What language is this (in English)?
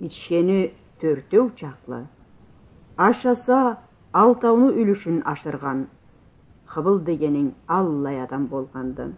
Karachay-Balkar